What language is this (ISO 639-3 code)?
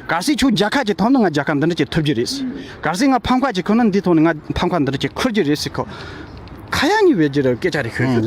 bod